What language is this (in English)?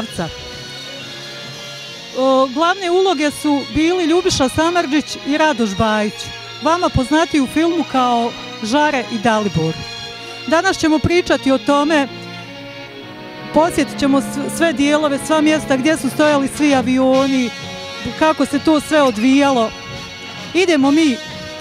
Bosnian